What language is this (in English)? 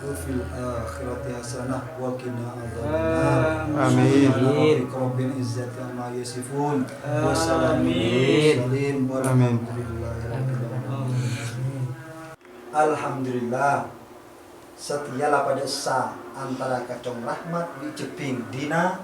Madurese